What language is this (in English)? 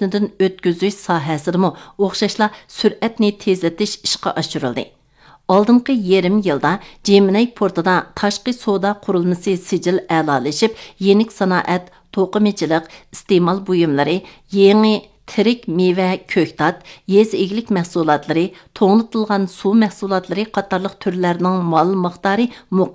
Uyghur